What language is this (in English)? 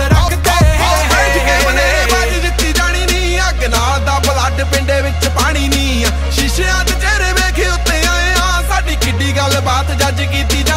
Punjabi